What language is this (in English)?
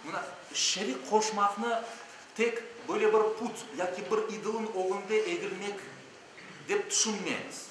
Crimean Tatar